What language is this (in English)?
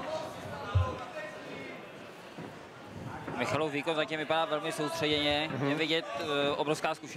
Czech